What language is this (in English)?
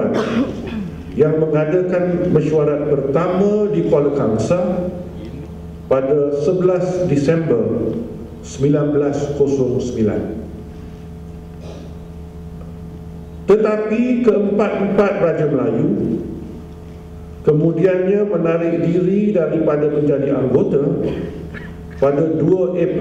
Malay